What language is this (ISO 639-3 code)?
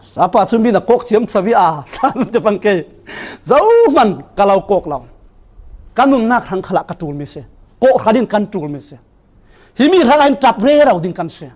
cfm